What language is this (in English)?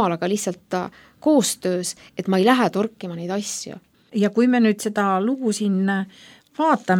Estonian